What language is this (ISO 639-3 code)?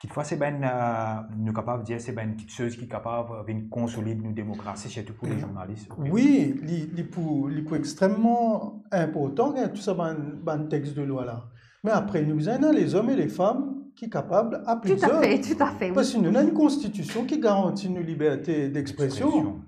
mfe